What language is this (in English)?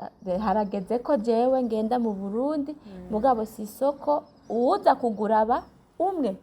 Rundi